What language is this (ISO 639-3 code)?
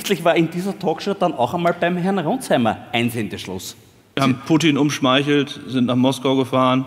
deu